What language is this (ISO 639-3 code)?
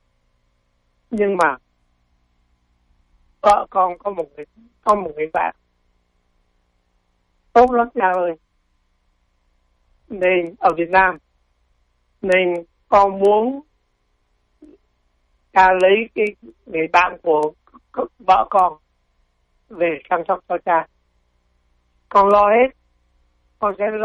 vie